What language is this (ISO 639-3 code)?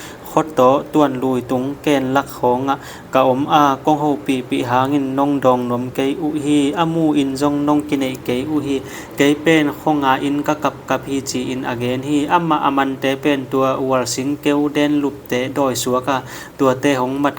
ctd